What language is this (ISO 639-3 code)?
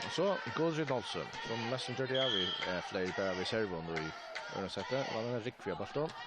fao